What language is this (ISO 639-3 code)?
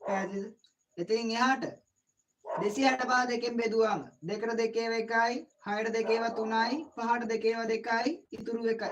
sin